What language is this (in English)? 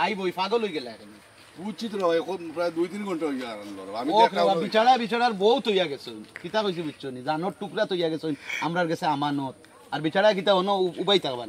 Sylheti